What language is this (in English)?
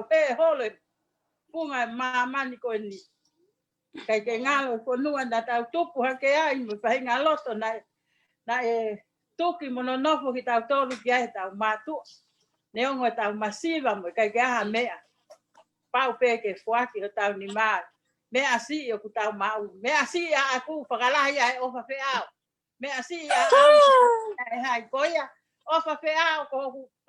Tongan